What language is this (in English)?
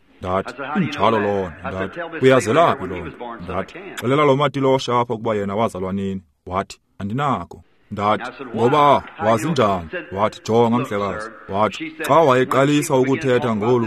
Xhosa